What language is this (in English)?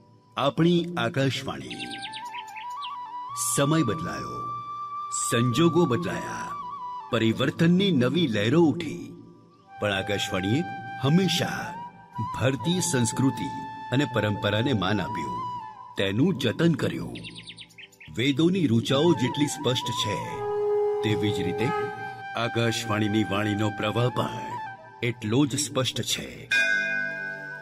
Gujarati